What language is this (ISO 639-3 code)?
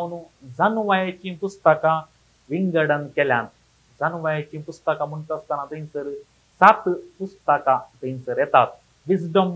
kok